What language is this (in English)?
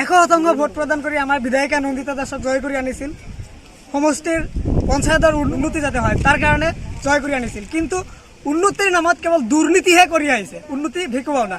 Assamese